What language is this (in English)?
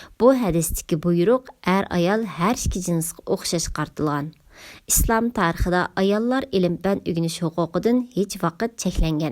Uyghur